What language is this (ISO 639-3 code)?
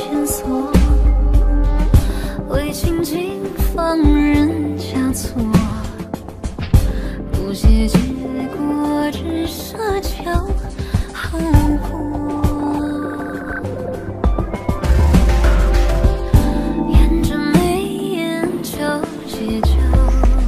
zho